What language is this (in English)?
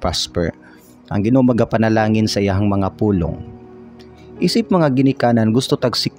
Cebuano